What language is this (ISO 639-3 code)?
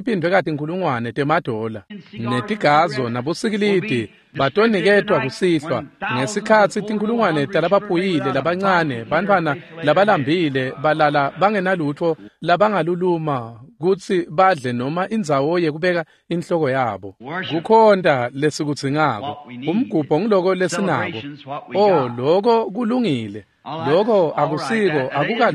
ssw